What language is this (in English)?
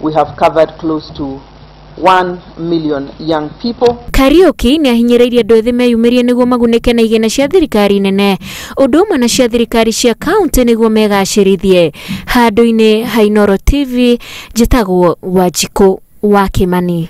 Kikuyu